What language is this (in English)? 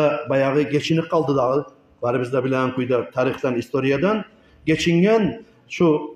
Kumyk